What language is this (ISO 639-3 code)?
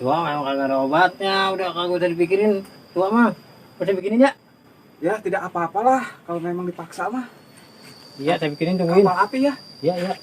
bew